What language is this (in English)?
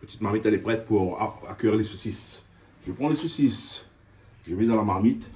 Réunion Creole French